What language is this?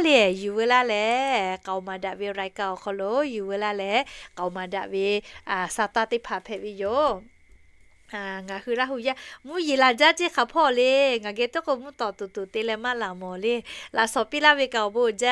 Lahu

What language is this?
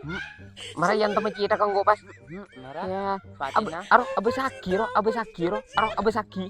Madurese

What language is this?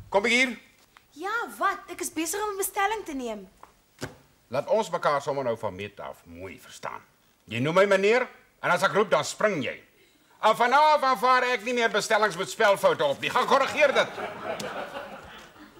Afrikaans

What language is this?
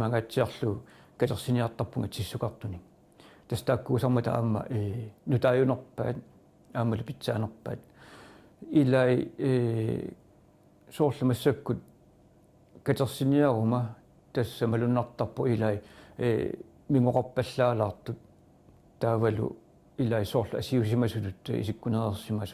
Kalaallisut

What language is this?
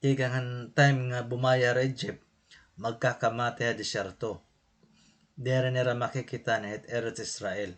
Waray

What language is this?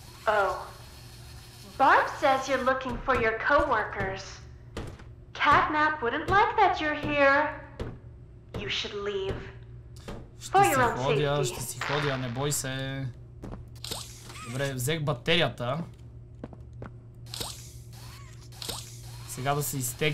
Bulgarian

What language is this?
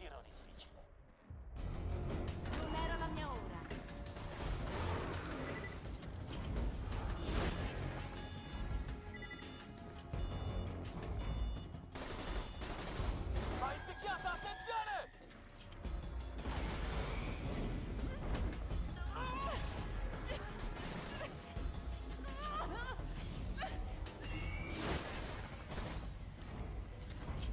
Italian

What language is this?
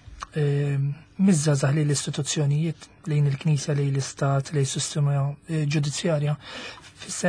Maltese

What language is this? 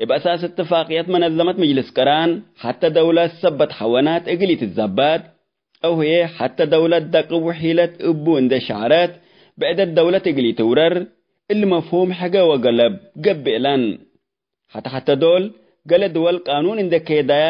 Tigre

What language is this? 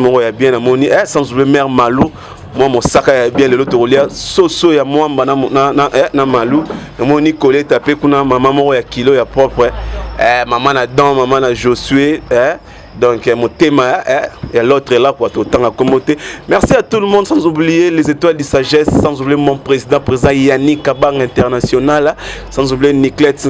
Lingala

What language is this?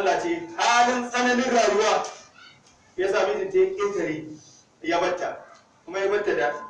Hausa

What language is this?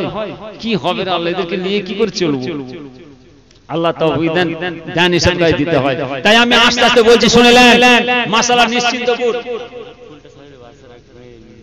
Bangla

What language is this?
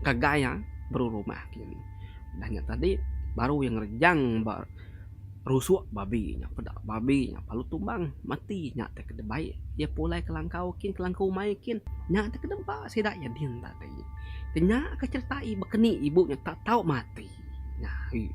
Iban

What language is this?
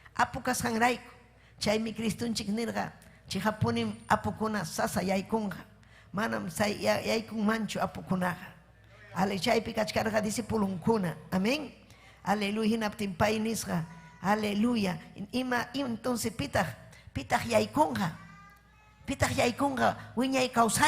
Ayacucho Quechua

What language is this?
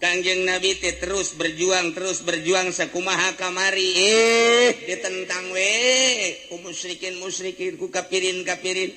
Sundanese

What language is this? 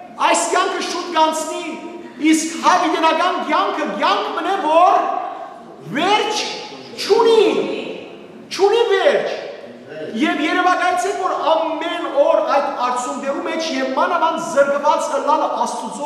Western Armenian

